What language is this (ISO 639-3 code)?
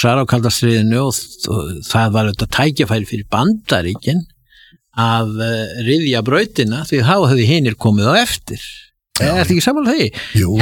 isl